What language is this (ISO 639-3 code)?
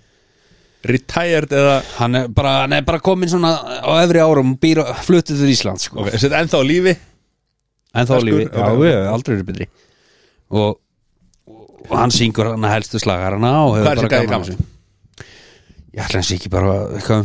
isl